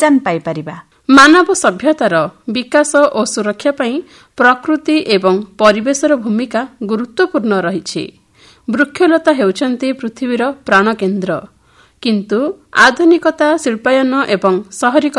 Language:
Odia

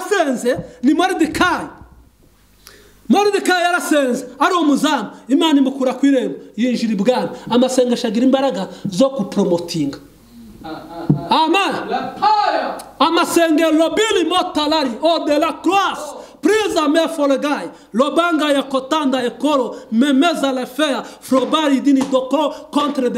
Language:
Kinyarwanda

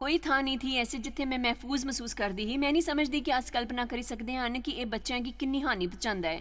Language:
Dogri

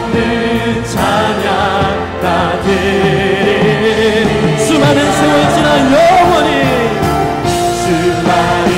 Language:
Korean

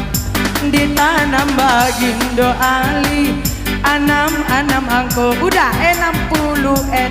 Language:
Minangkabau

